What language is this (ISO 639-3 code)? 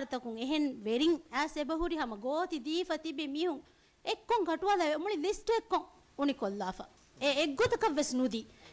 div